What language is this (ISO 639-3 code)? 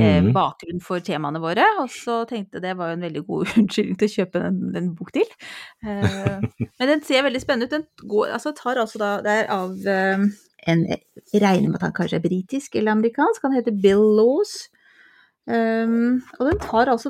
nor